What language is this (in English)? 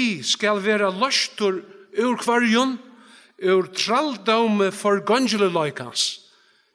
Faroese